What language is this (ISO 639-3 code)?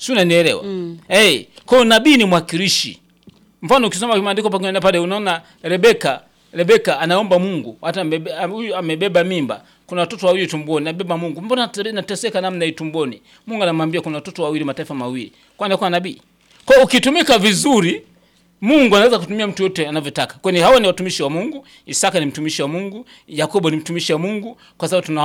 swa